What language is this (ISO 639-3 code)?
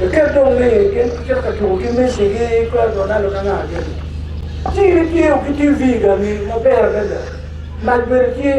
ach